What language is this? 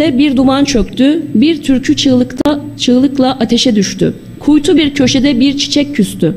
Turkish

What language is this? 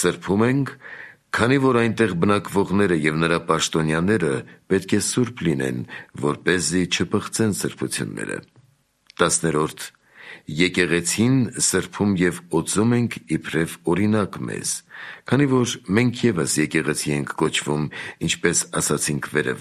Armenian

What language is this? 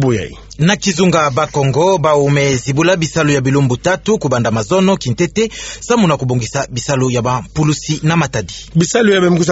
Kituba (Democratic Republic of Congo)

